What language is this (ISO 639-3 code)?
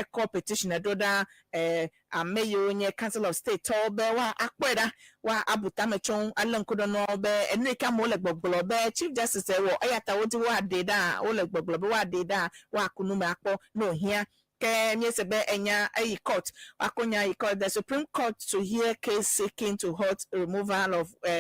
ewe